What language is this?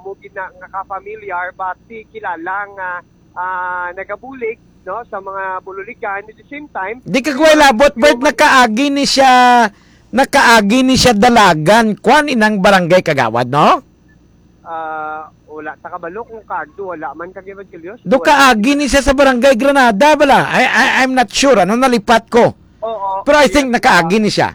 Hiligaynon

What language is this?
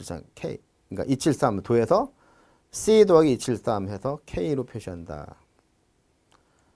Korean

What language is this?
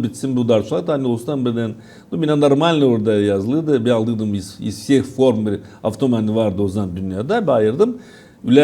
Gagauz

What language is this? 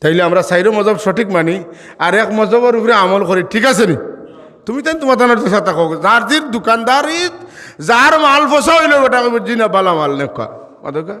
Sylheti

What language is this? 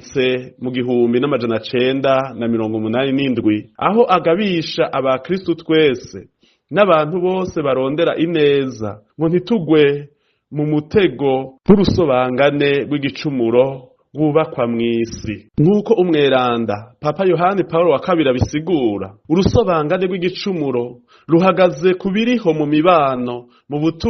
Rundi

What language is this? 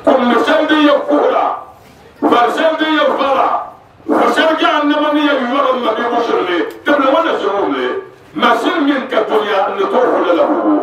Dagbani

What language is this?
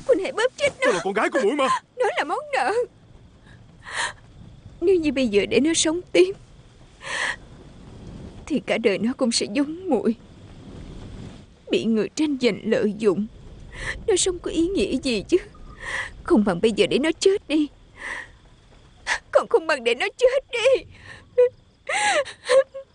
Vietnamese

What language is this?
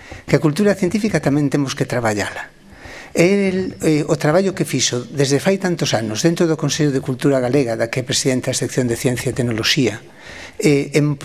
Galician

